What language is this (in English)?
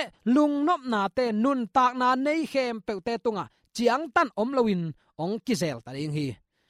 Tedim Chin